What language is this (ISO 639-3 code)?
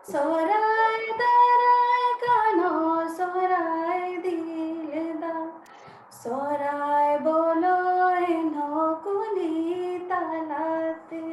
sat